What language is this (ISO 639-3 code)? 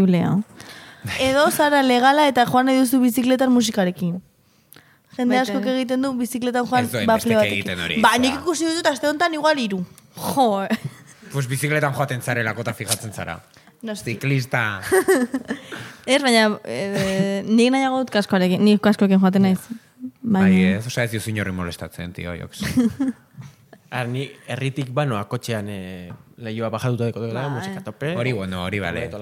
eus